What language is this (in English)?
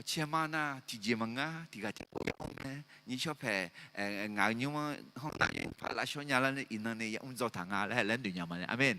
Akha